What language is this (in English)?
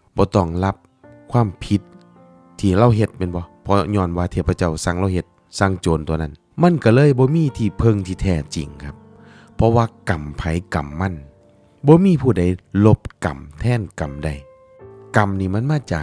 Northeastern Thai